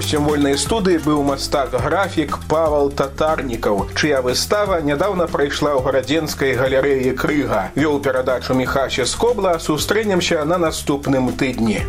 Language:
Belarusian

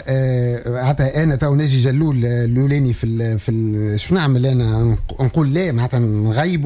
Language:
Tunisian Arabic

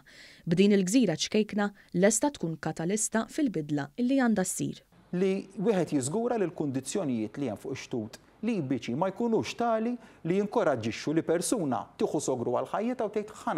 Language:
Maltese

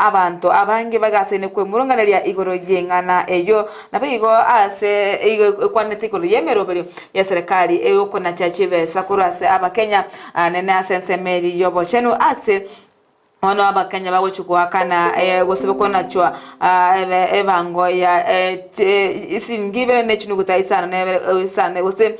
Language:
Gusii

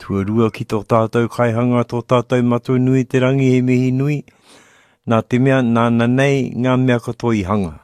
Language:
Māori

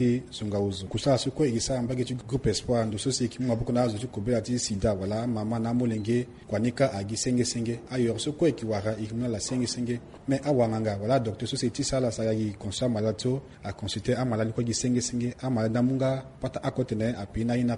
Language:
Sango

